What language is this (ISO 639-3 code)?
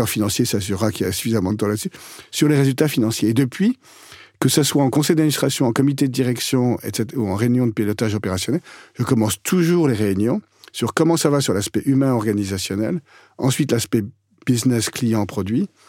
fra